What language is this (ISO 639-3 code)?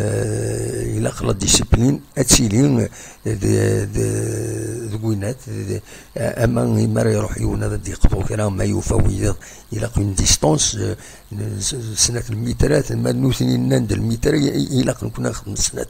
kab